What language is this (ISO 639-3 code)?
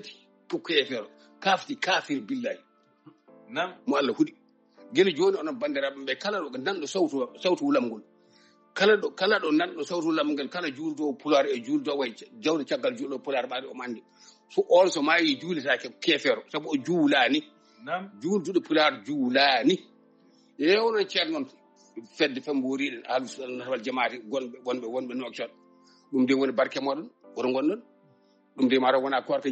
ful